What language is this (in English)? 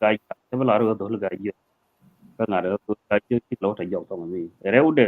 Nuer